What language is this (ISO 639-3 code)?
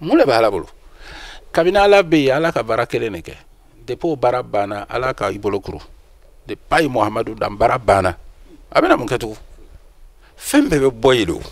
bam